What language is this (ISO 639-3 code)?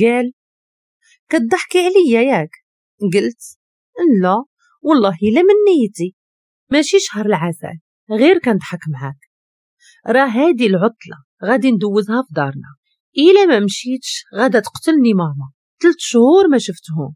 ary